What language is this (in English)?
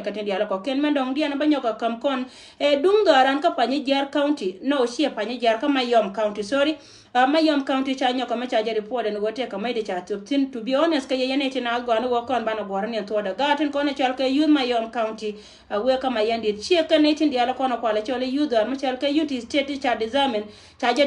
Nuer